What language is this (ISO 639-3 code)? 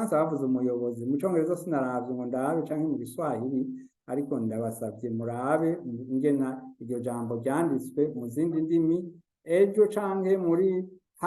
run